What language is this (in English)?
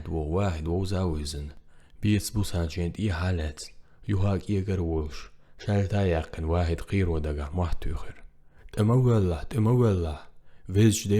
Chechen